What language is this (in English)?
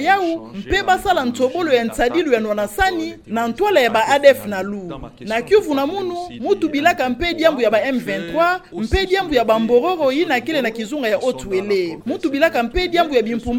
Kituba (Democratic Republic of Congo)